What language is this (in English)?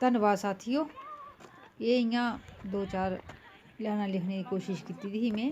Dogri